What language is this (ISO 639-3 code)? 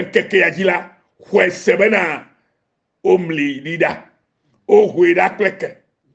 ewe